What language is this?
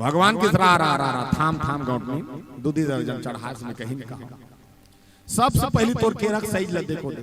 Chhattisgarhi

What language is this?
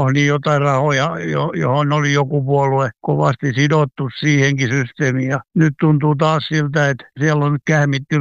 Finnish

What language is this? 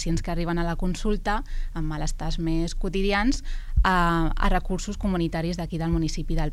Catalan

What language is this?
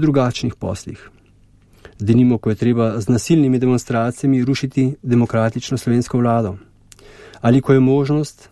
Slovenian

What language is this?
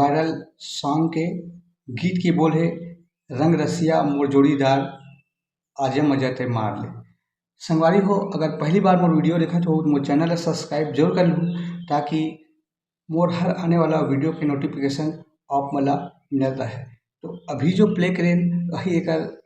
Chhattisgarhi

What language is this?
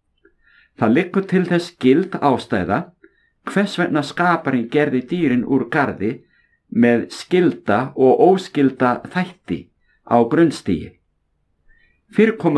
Icelandic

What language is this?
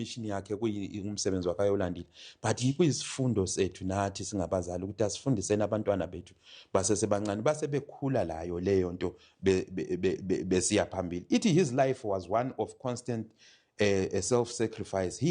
Zulu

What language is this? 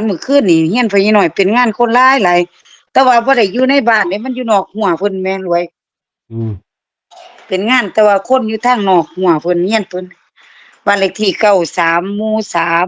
Northeastern Thai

